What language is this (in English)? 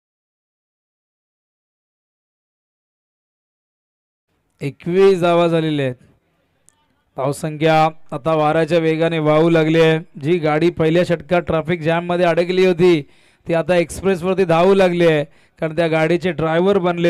Marathi